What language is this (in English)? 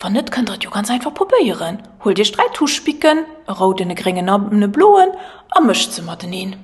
Luxembourgish